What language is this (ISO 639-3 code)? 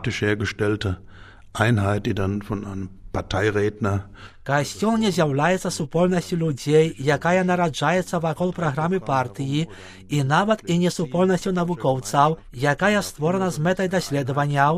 bel